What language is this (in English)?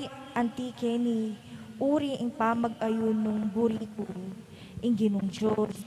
Pampanga